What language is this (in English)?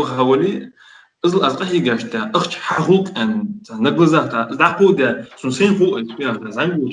Ingush